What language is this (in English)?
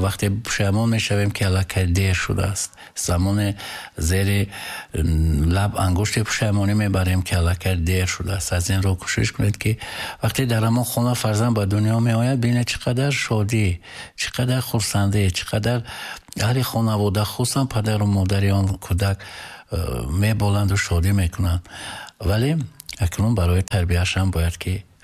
Tajik